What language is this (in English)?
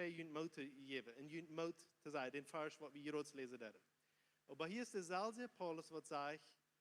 Plautdietsch